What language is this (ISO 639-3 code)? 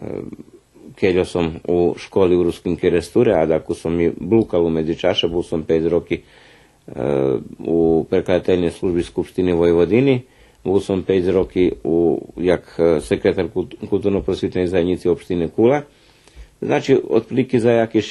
rue